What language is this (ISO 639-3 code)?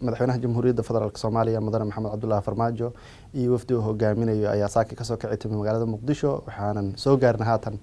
som